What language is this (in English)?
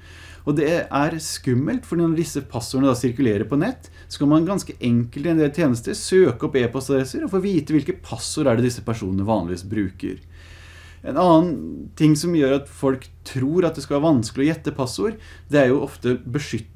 Norwegian